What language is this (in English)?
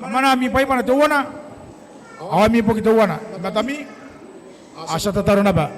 Gilbertese